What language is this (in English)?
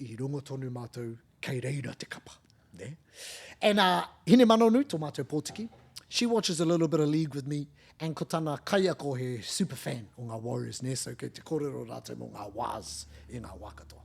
Māori